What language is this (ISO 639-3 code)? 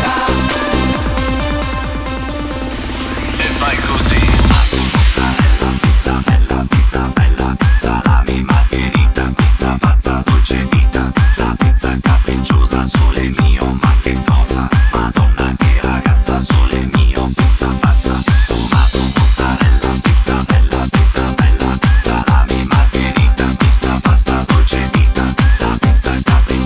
ita